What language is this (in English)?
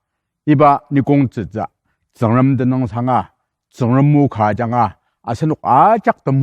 Ao Naga